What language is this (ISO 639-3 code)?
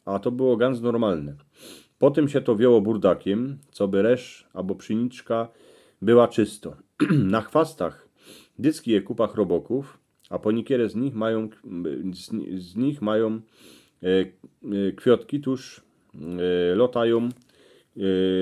szl